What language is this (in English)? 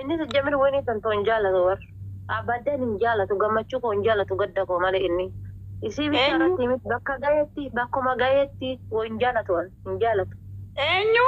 Oromo